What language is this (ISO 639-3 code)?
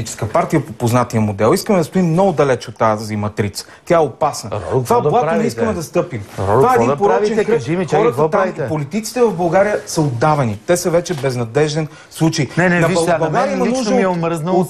bul